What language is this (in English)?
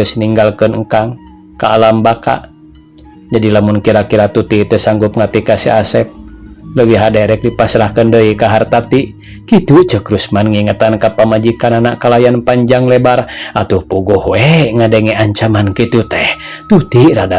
Sundanese